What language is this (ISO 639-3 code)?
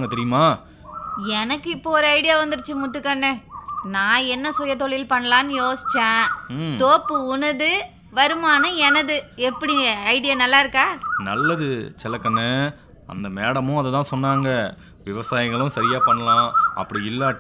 tam